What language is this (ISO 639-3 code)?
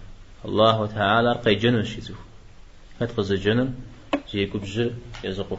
kbd